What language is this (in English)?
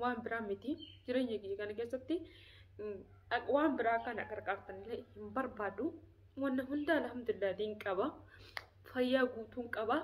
Oromo